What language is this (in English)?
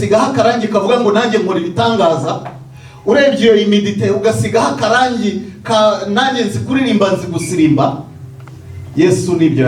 Kinyarwanda